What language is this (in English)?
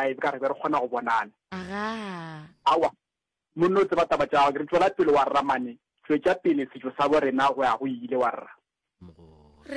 Northern Sotho